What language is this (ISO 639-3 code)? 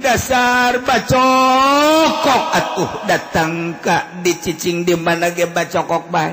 sun